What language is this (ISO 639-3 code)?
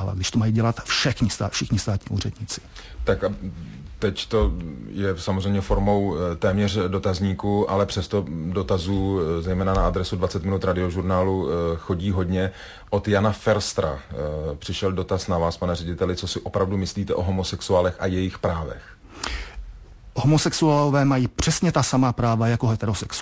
ces